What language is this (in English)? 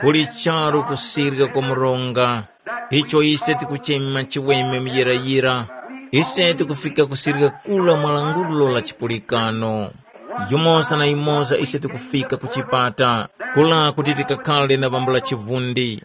Tumbuka